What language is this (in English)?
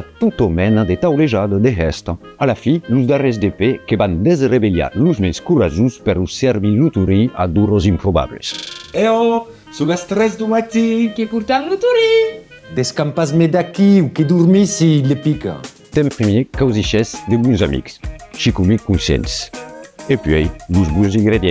Occitan